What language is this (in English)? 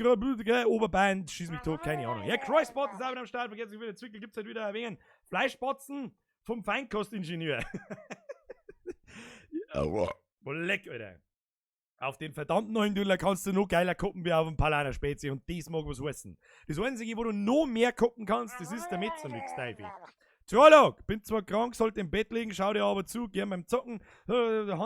Bavarian